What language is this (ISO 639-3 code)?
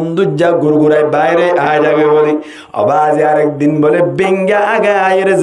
rhg